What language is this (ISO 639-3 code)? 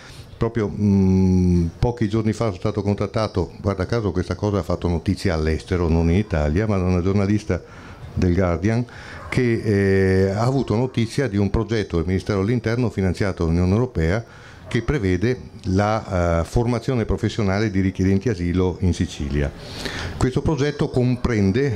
ita